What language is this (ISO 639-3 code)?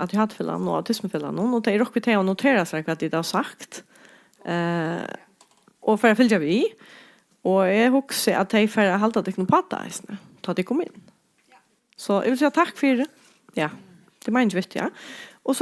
fao